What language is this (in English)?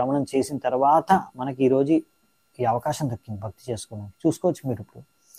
Telugu